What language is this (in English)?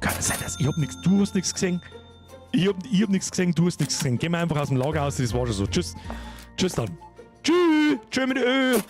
Bavarian